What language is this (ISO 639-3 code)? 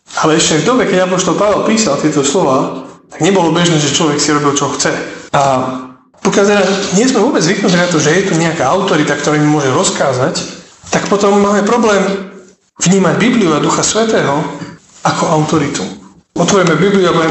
slk